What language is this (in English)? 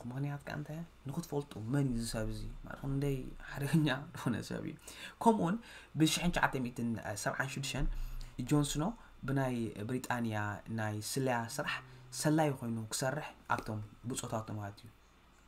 Tigrinya